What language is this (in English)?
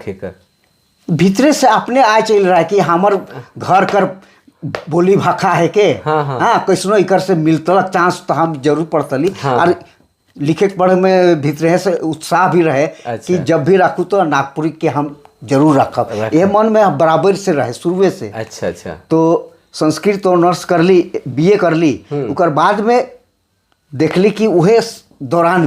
Sadri